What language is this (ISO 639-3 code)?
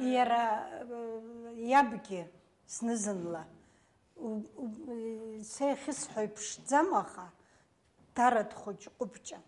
abk